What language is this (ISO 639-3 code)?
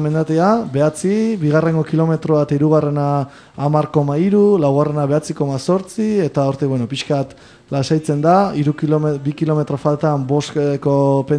eus